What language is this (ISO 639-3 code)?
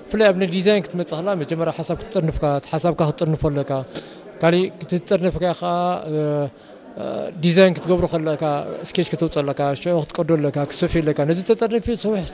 tir